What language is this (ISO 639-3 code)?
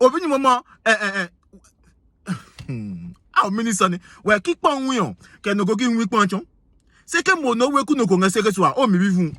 ada